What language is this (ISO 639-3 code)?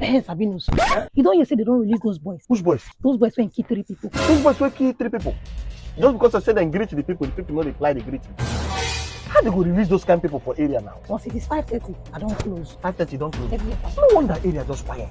pcm